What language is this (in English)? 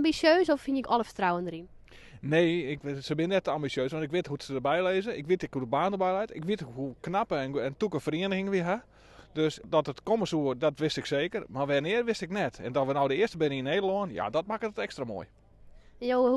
Western Frisian